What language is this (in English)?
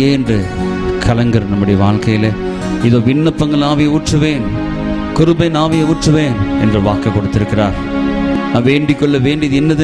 Tamil